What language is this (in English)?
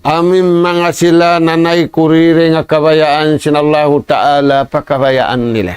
Tausug